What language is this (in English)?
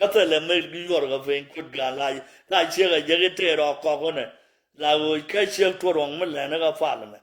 Nuer